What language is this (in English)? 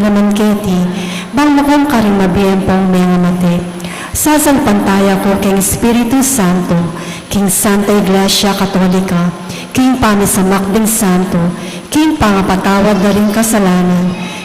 Pampanga